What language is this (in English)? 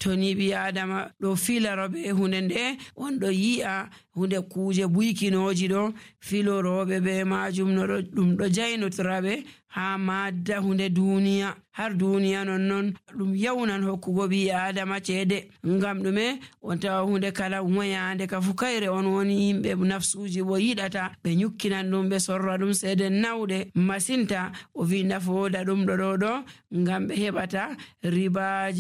Nigerian Fulfulde